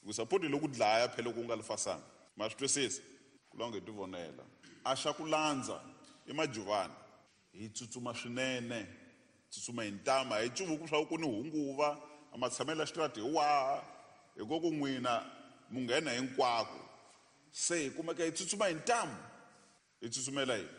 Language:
Tsonga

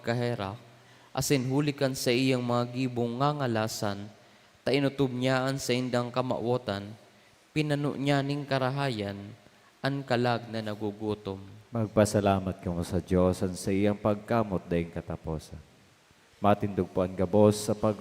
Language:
Bikol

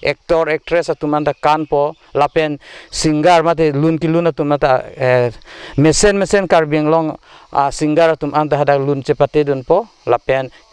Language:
Karbi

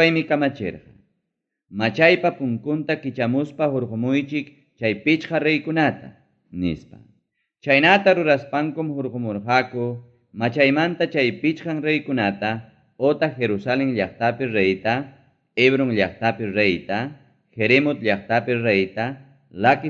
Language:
Ayacucho Quechua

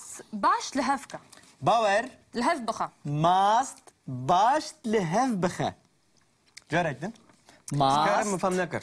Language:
Kurdish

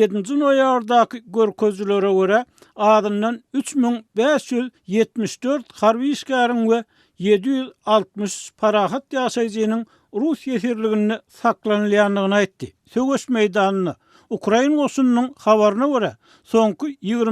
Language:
Turkmen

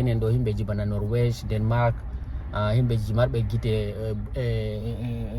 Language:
Fula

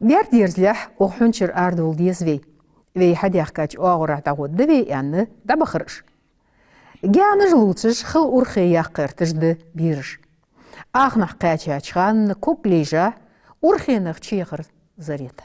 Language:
Ingush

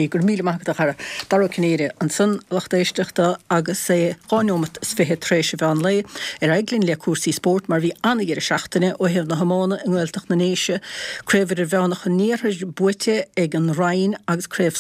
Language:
Irish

